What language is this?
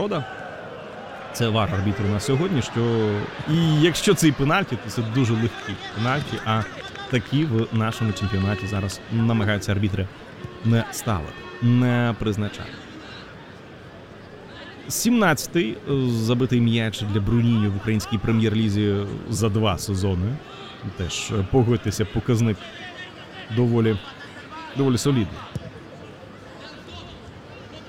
Ukrainian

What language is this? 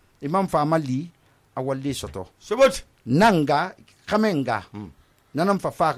Susu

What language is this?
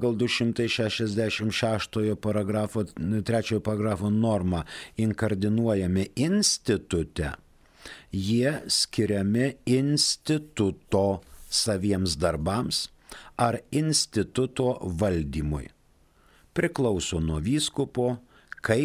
Lithuanian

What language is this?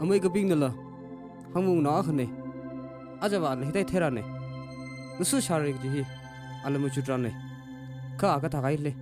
Tangkhul Naga (India)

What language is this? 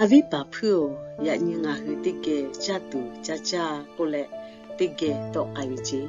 Lahu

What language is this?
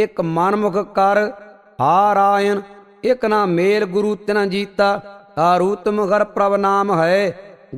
Punjabi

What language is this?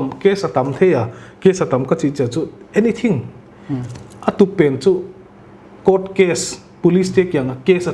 Paite Chin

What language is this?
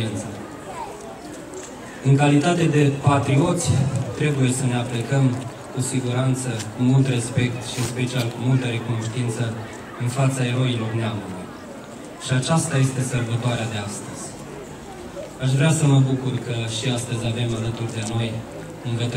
Romanian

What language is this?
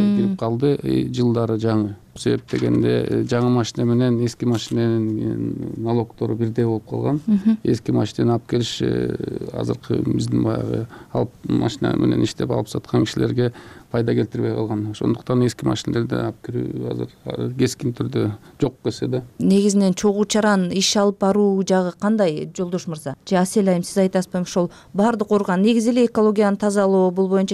Kyrgyz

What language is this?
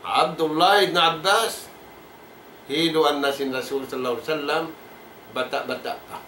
Tausug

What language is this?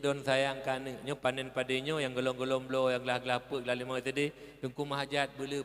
Achinese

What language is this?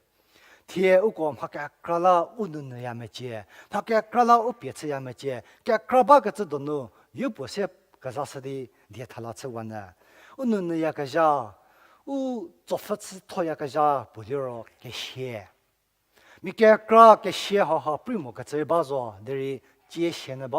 Angami Naga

